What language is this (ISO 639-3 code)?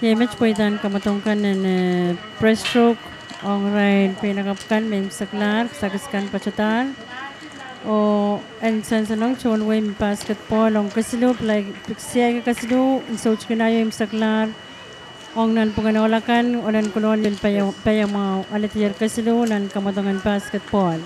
pon